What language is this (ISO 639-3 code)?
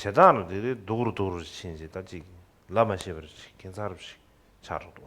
bod